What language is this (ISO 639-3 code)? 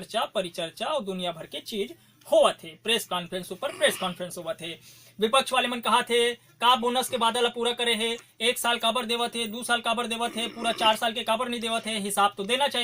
hne